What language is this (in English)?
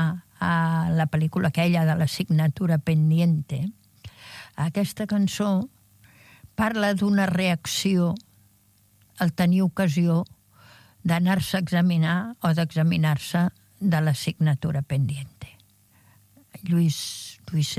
Catalan